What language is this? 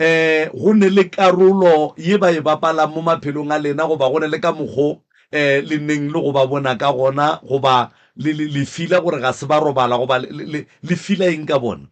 Northern Sotho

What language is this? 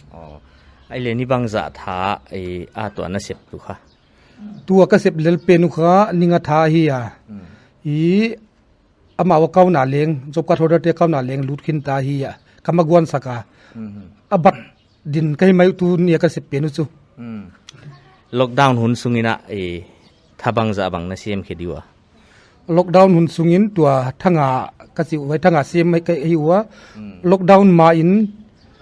Paite Chin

